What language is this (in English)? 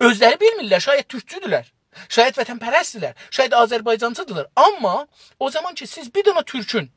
South Azerbaijani